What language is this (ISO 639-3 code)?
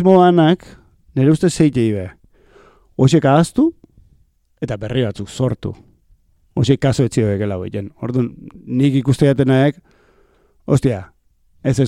eus